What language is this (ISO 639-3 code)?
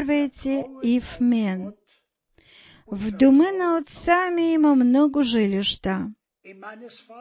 bul